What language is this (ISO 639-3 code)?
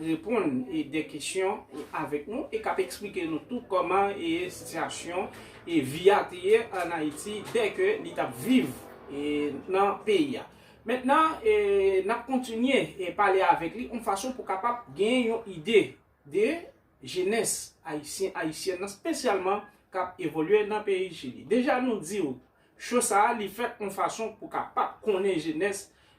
hat